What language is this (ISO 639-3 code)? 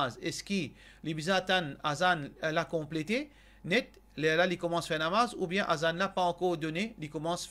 mfe